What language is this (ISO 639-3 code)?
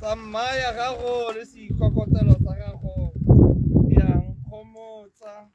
tsn